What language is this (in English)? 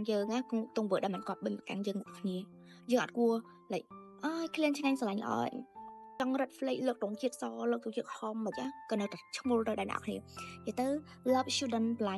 Khmer